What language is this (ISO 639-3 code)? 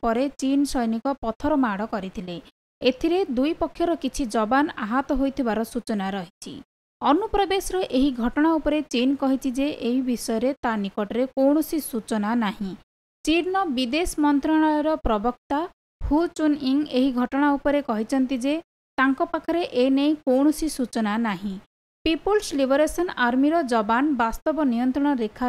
ori